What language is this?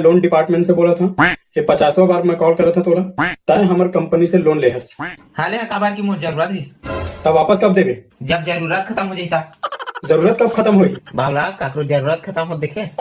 Chhattisgarhi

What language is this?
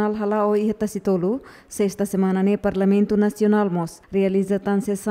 Tetum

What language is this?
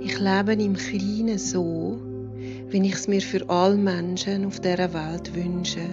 Swiss German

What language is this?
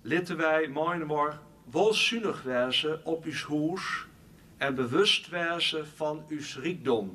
Western Frisian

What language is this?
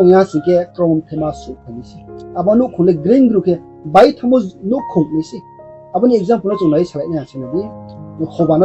Riang (India)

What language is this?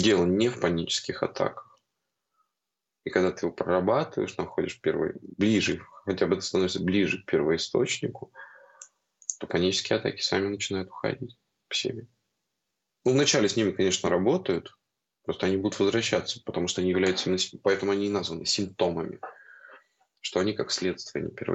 Russian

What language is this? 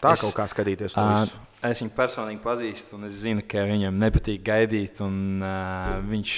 Latvian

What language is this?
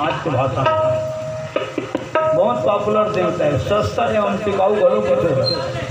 Chhattisgarhi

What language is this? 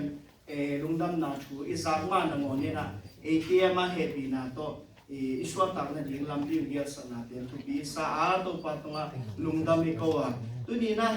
Tedim Chin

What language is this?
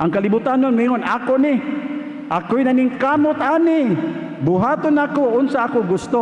Cebuano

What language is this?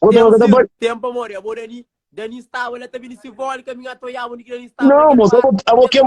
Kabuverdianu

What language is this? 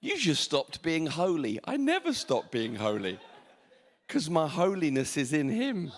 English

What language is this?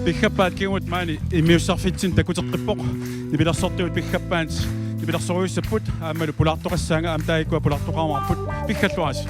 Kalaallisut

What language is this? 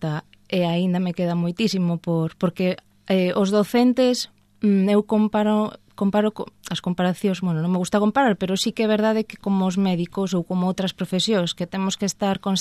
Galician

